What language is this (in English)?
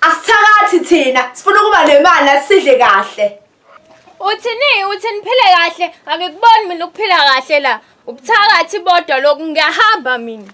Zulu